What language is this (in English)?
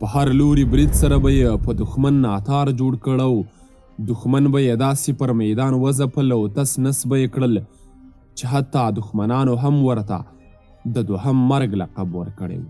Pashto